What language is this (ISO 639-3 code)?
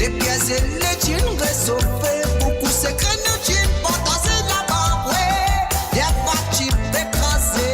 mfe